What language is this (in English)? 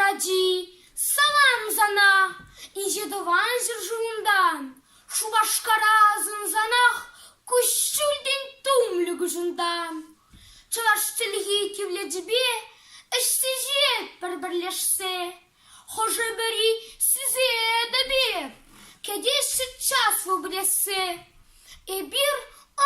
Chuvash